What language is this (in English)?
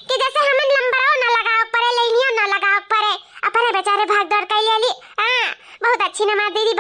Awadhi